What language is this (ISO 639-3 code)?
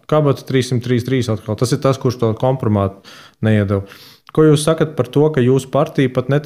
lav